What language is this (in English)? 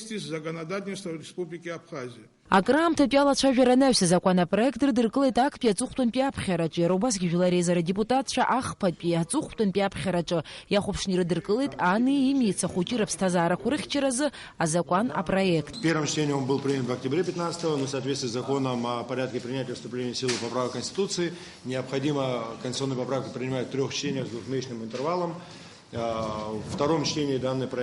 Abkhazian